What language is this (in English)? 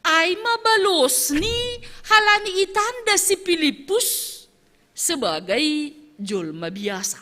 Batak Simalungun